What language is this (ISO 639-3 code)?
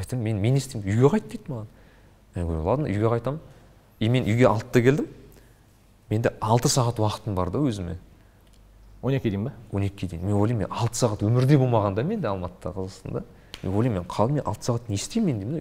kaz